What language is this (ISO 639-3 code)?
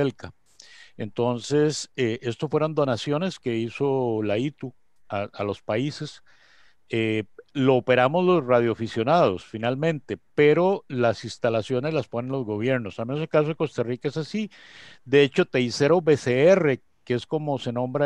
spa